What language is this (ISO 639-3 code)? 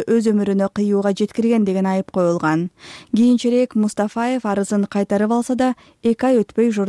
kir